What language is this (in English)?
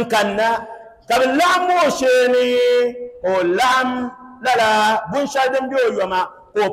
Dagbani